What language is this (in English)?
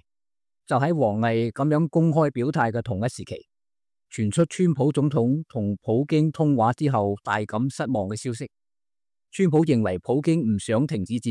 Cantonese